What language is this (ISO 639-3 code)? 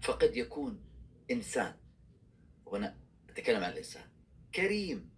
arz